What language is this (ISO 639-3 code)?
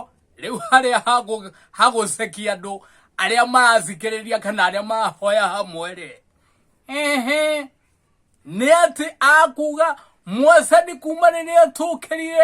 kik